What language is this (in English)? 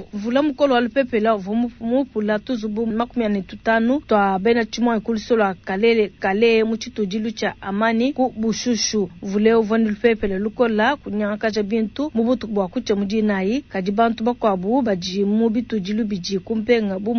Luba-Lulua